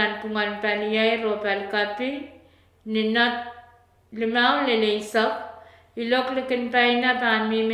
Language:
Pohnpeian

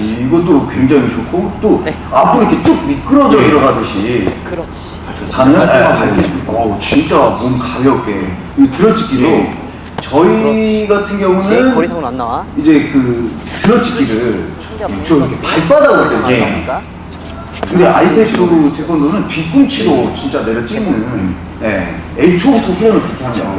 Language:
Korean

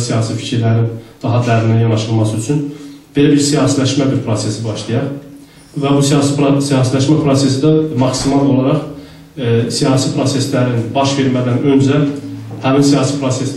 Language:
South Azerbaijani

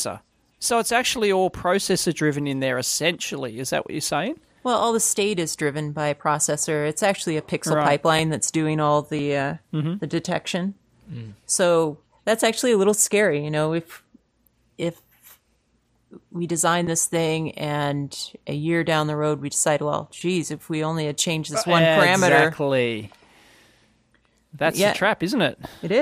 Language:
English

